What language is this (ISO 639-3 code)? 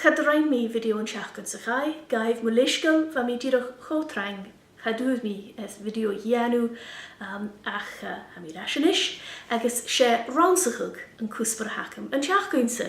gla